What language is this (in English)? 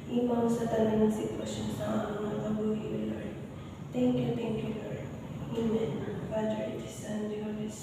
Hiligaynon